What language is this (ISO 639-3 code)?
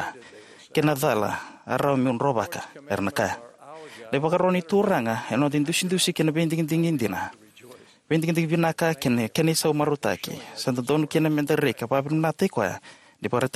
fij